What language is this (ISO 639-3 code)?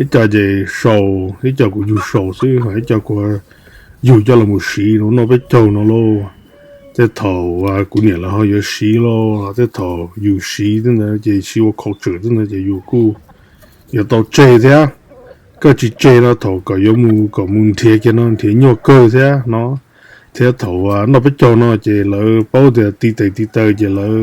hmn